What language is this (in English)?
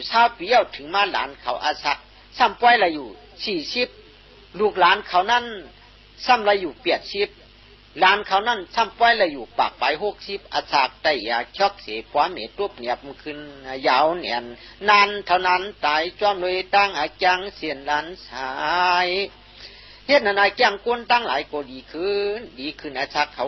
Shan